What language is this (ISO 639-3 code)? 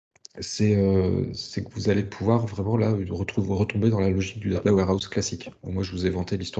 fra